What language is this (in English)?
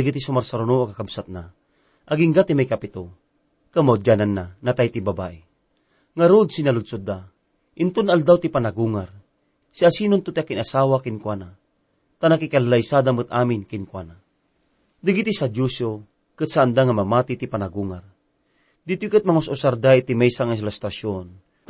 Iloko